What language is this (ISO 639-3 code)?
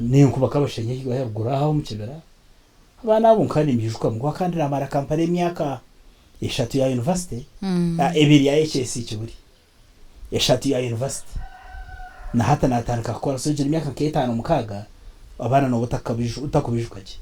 nyn